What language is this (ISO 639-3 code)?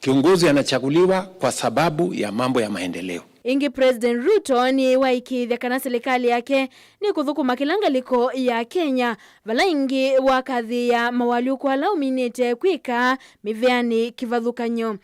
kam